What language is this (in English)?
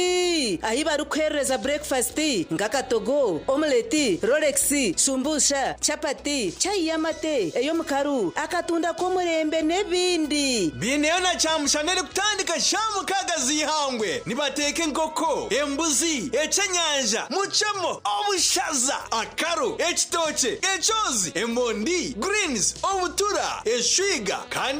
Nyankole